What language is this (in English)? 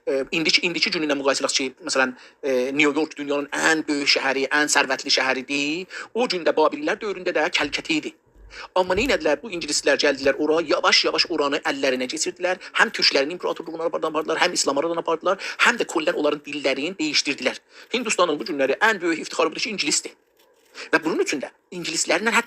South Azerbaijani